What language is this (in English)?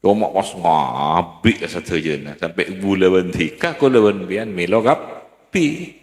Madurese